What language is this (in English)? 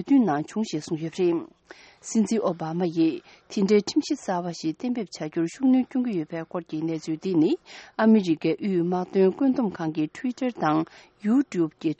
Tibetan